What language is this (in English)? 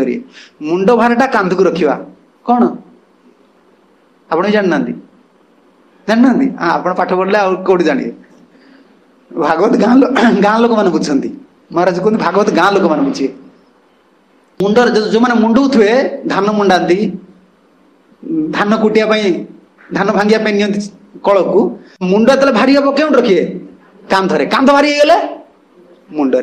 Odia